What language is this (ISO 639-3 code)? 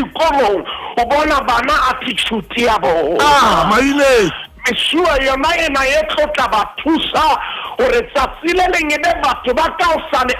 sot